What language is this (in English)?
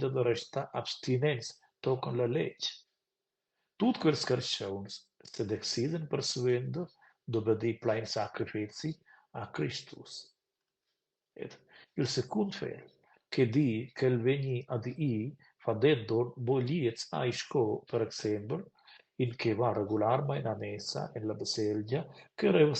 Romansh